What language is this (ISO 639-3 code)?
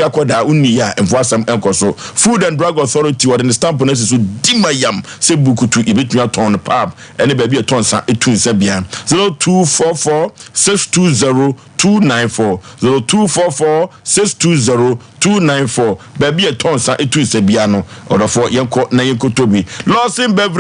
aka